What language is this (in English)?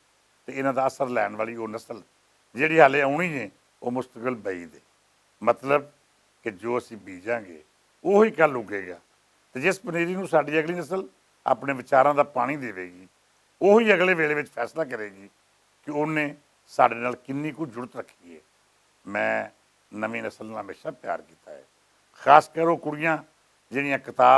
Western Panjabi